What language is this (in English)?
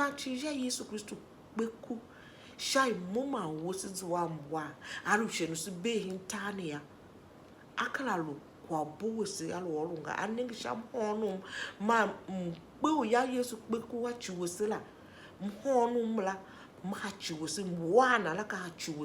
Tiv